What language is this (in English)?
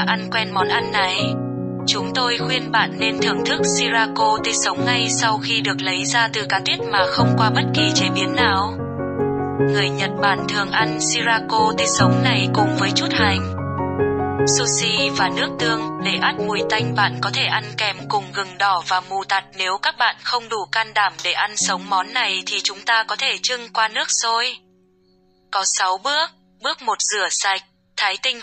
Vietnamese